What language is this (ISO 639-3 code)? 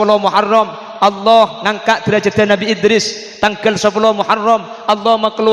mad